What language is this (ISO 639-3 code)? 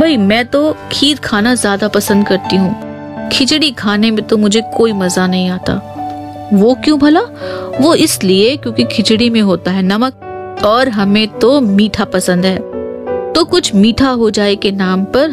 hin